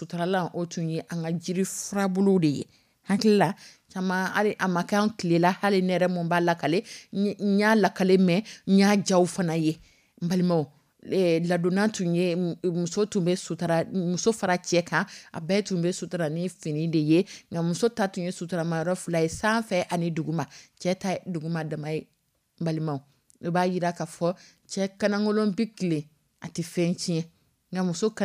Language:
Dyula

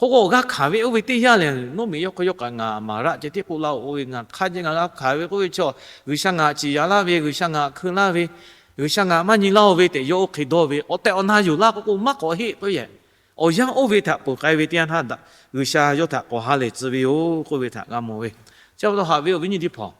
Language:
Lahu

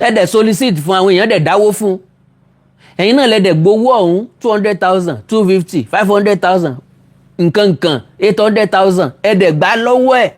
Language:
Yoruba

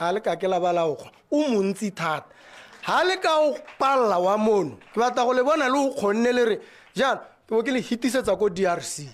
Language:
Tswana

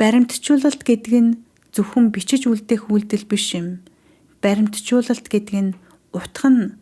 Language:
Mongolian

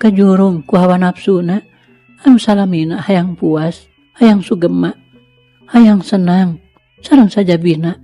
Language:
Sundanese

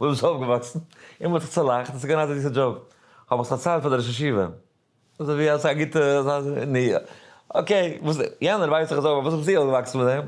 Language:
Yiddish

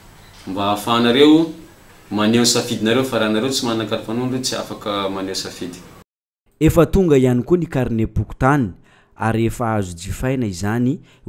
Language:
Malagasy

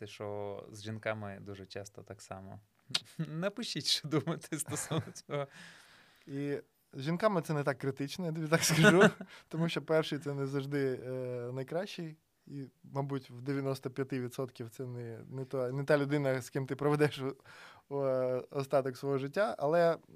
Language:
Ukrainian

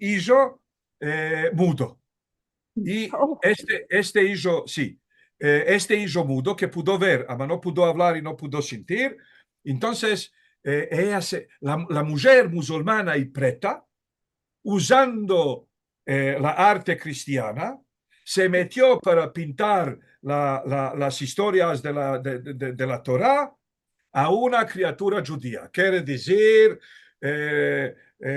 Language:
Ladino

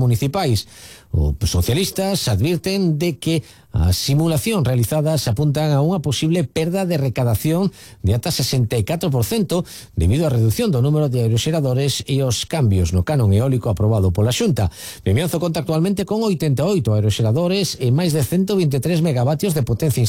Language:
Galician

